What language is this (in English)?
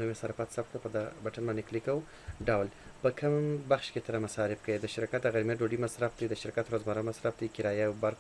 Pashto